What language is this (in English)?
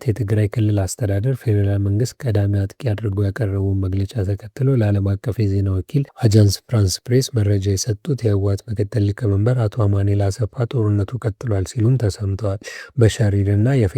Amharic